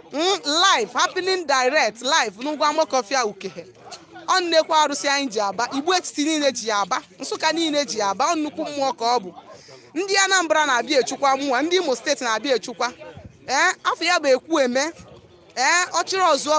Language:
Igbo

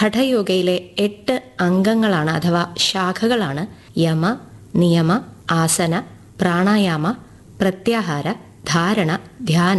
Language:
Malayalam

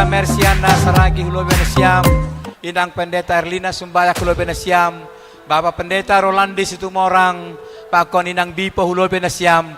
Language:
Batak Simalungun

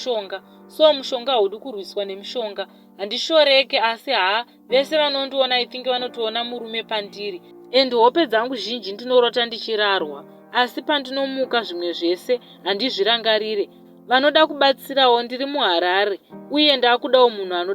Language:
Shona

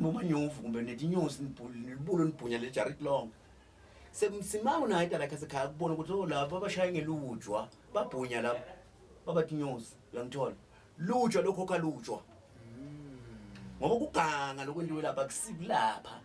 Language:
Zulu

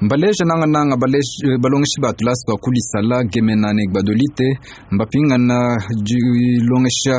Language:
Luba-Lulua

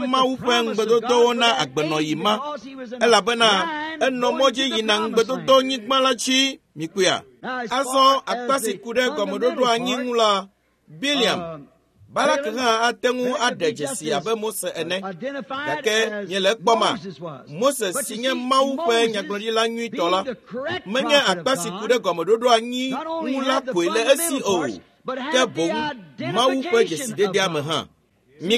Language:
Ewe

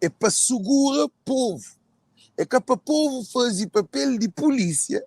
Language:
Kabuverdianu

